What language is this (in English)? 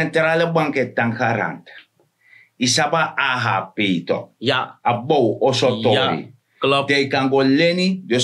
Sranan Tongo